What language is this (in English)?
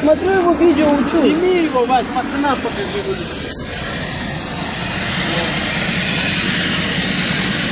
Russian